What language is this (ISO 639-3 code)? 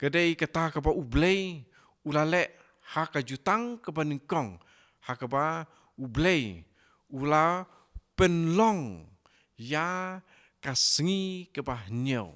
kha